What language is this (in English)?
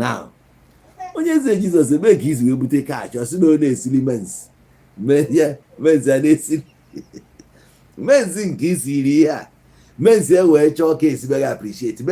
Igbo